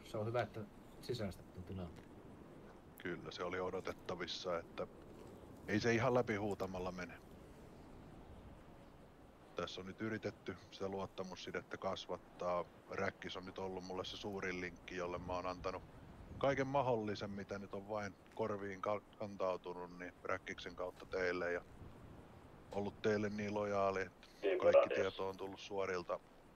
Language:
Finnish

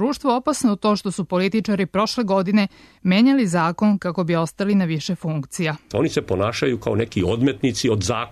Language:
Serbian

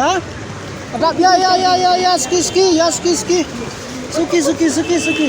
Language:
Khasi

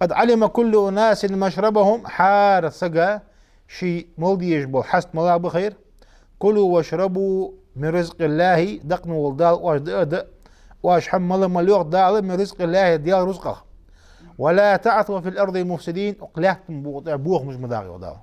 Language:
Ingush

